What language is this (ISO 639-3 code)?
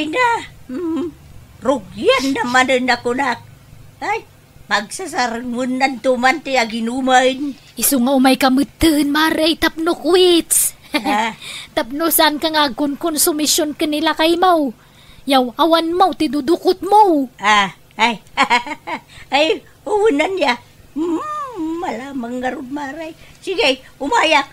ilo